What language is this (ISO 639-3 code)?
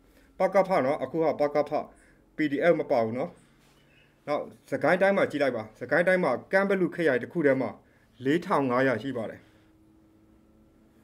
mya